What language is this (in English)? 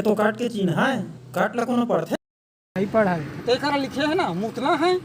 Chhattisgarhi